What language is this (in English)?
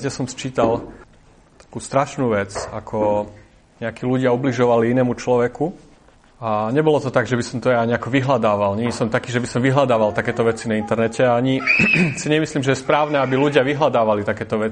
Slovak